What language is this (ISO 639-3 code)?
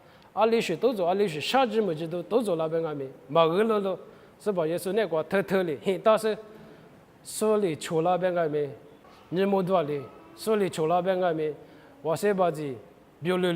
lis